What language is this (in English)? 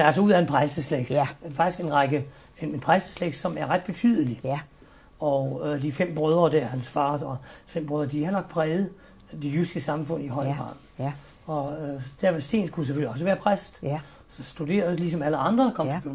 Danish